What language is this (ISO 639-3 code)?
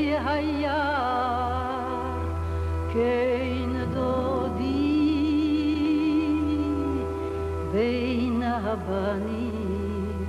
heb